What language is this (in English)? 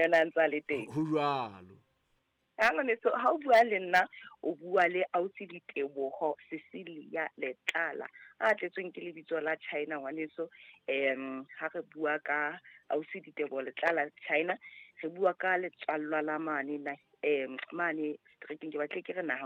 Southern Sotho